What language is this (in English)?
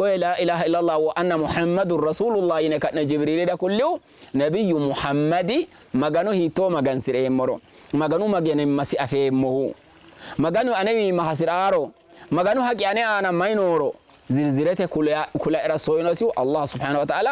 Sidamo